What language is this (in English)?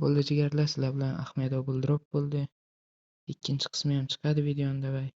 Uzbek